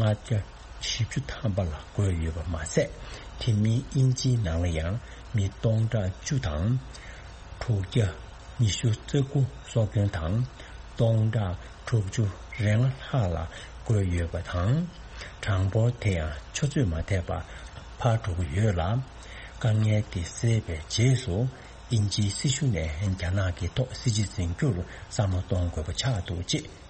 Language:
Tibetan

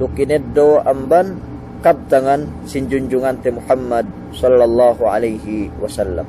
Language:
Yakan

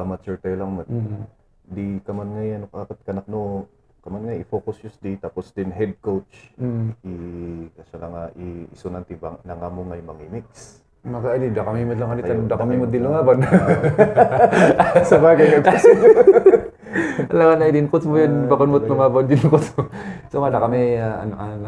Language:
Kankanaey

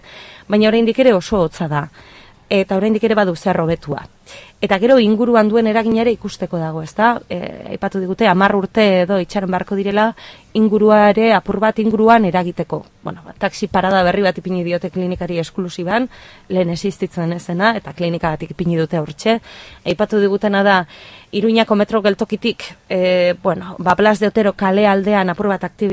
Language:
Basque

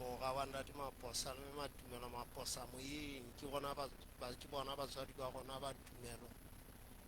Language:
Southern Sotho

